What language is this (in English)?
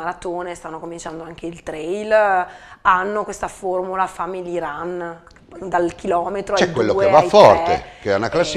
Italian